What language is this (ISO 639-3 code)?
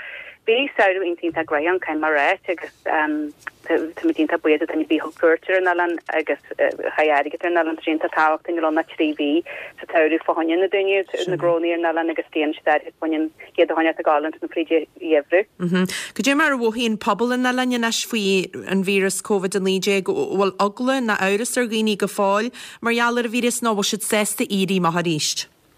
gle